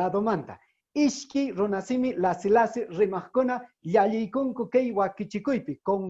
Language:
Quechua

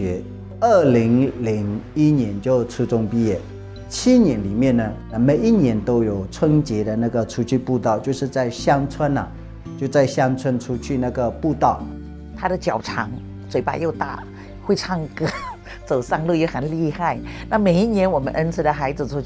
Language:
Chinese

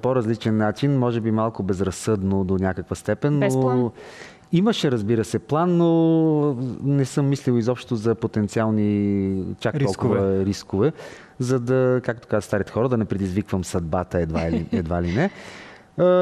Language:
Bulgarian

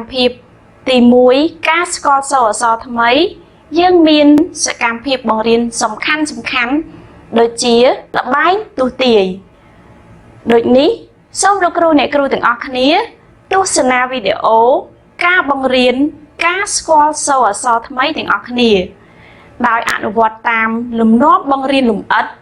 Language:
Khmer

